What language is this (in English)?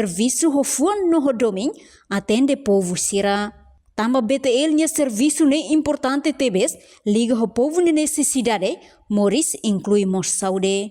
Tetum